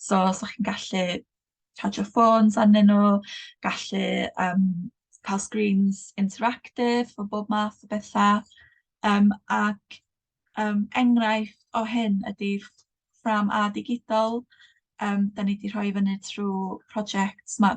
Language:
Welsh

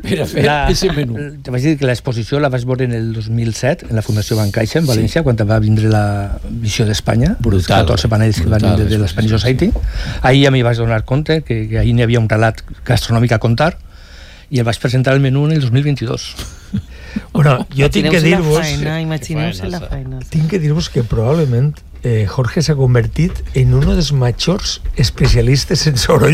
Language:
Catalan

